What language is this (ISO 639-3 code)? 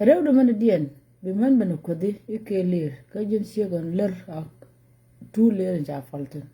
nus